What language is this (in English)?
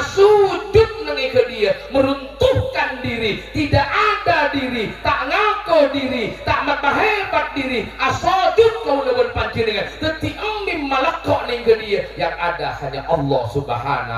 Madurese